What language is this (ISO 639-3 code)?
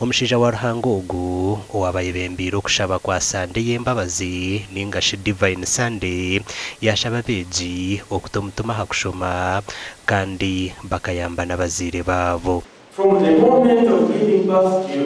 nyn